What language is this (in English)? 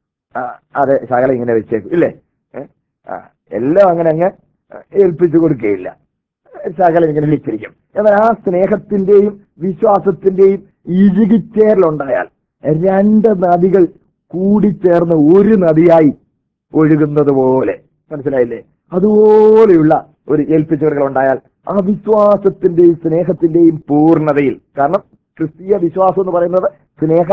Malayalam